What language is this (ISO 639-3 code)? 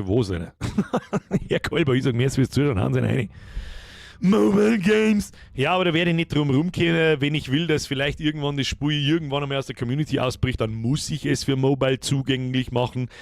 bar